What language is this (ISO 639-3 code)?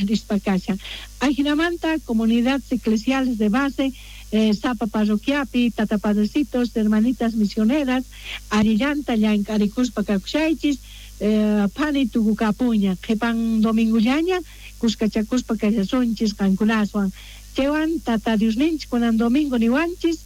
quh